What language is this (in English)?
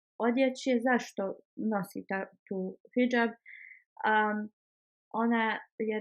Bosnian